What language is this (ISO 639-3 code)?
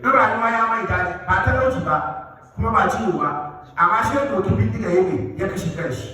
hau